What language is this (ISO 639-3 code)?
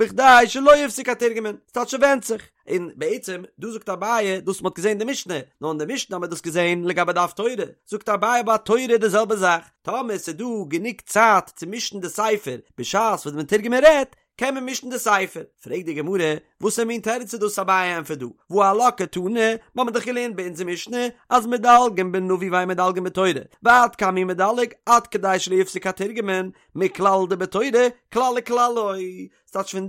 yid